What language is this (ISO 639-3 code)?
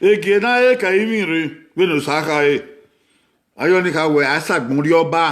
bin